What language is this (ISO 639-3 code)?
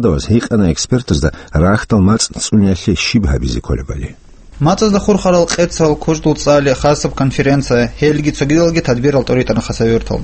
ava